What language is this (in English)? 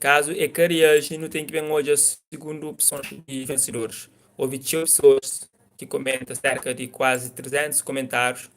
Kabuverdianu